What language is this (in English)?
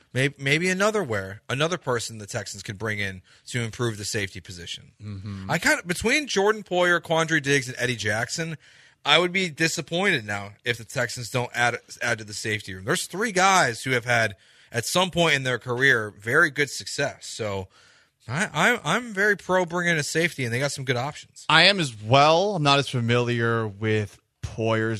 English